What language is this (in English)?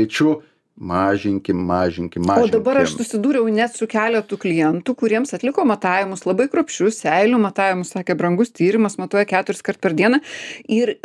Lithuanian